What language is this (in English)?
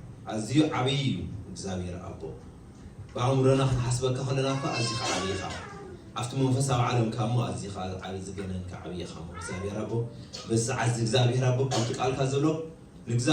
Tigrinya